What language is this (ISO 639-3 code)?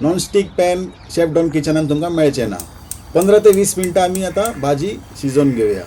kok